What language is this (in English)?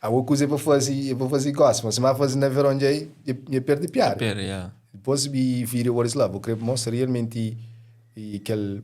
Kabuverdianu